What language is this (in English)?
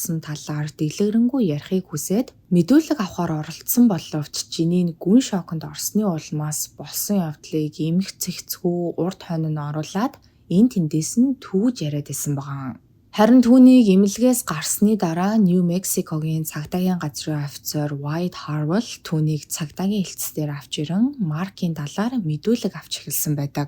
Mongolian